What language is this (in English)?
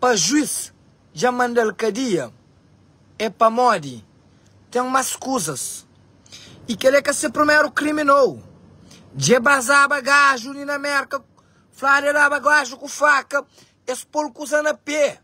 Kabuverdianu